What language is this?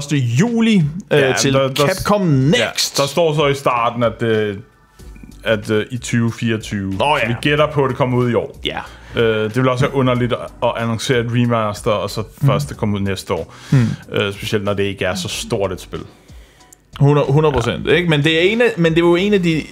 Danish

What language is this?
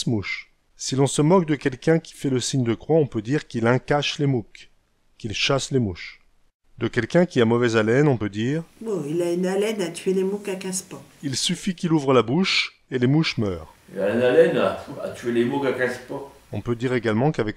Picard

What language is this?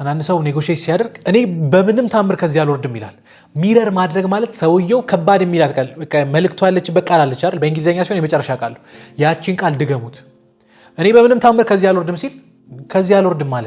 Amharic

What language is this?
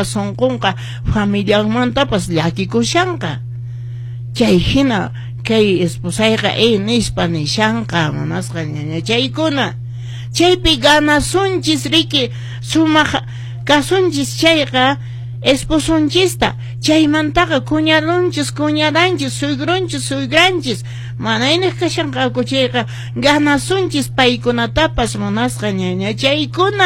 Quechua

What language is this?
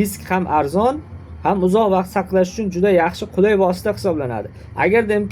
Uzbek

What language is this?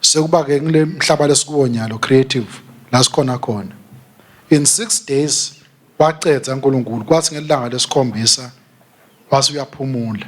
Swati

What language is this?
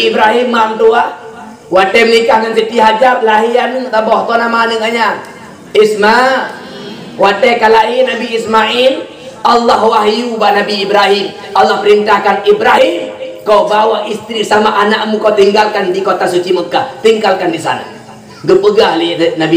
Achinese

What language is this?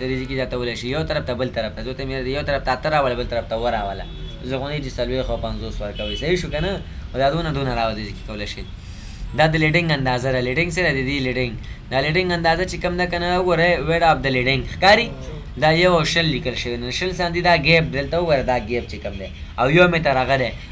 Pashto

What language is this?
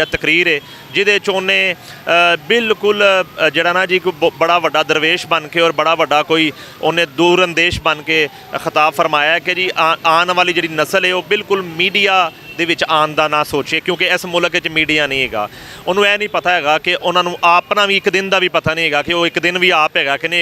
Western Panjabi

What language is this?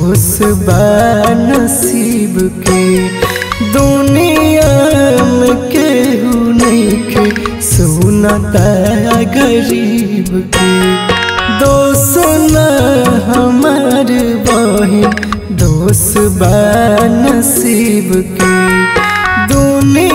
Bhojpuri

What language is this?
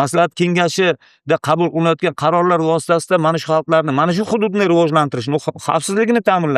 Uzbek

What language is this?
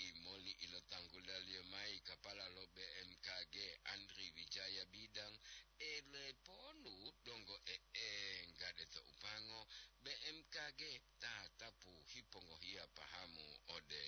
Gorontalo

